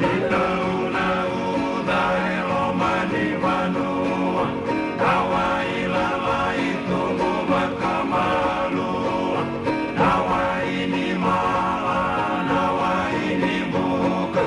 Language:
Fijian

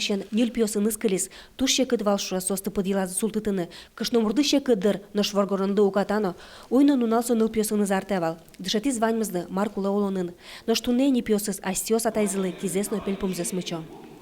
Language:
Udmurt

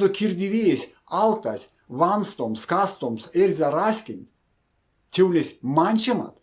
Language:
Erzya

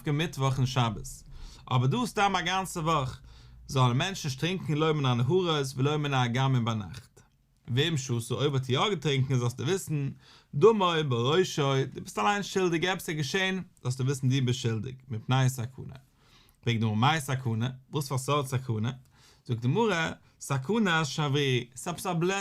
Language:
Yiddish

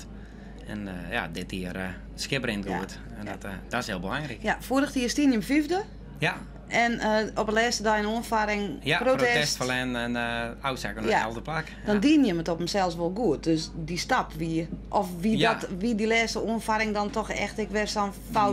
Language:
Western Frisian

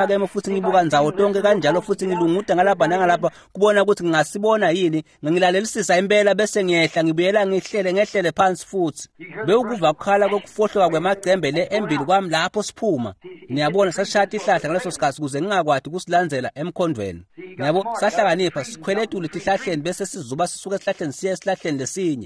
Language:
Swati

